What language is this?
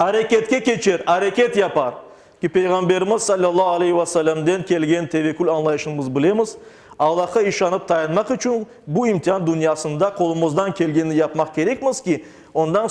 Crimean Tatar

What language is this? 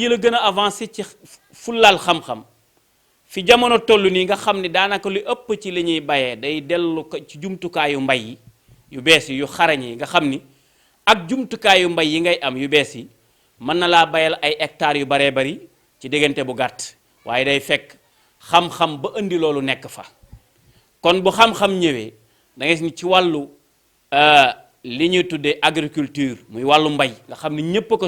Wolof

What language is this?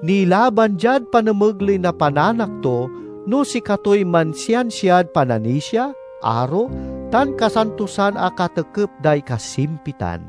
Pangasinan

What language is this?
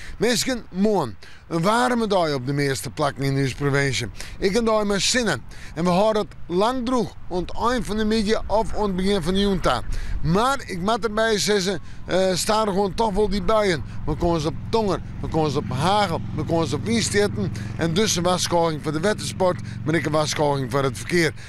Western Frisian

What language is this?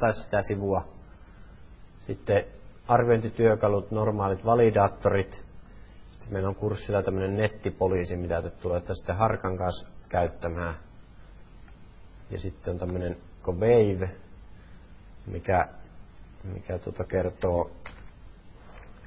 Finnish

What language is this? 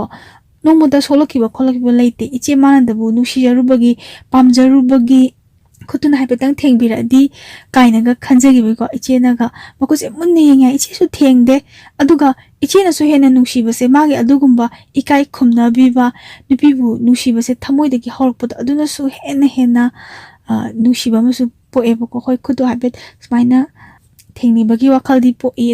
Manipuri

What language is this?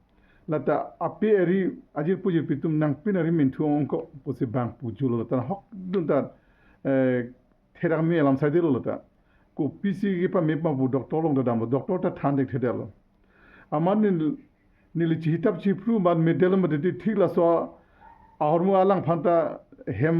Karbi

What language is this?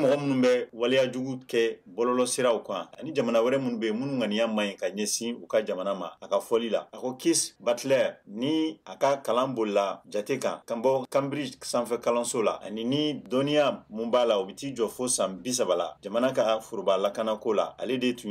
Bambara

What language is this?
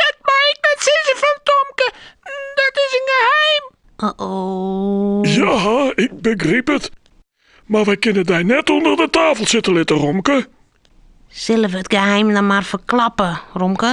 Western Frisian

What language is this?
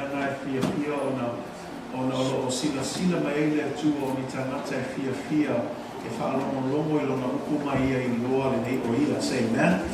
Samoan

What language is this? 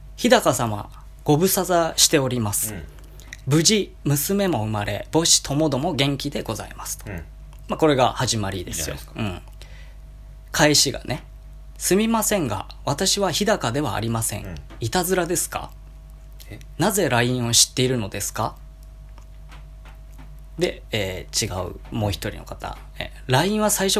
Japanese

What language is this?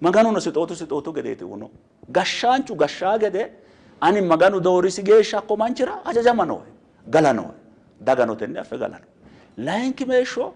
Sidamo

